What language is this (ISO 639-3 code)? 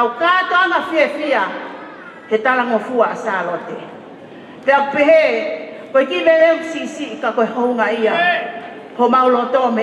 ton